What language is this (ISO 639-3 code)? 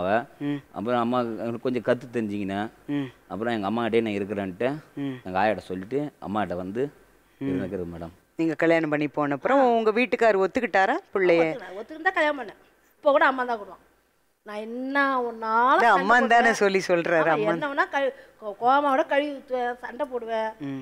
tam